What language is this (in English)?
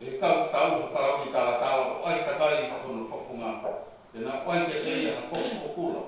Tongan